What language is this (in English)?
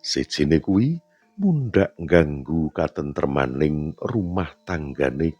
Javanese